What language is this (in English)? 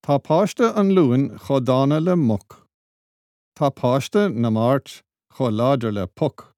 Irish